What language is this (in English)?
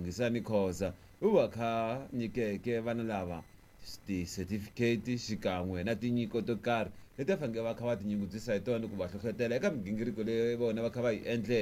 Tsonga